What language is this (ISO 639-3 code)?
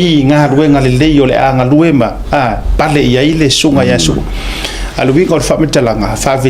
smo